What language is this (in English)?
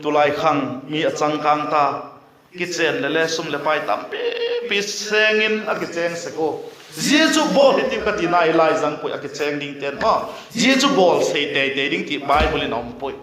Vaiphei